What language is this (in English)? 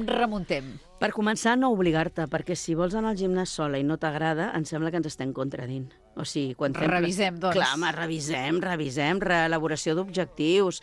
Catalan